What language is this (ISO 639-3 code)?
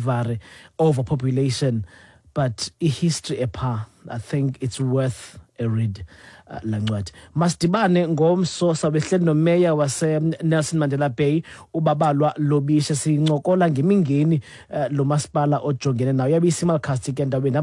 xho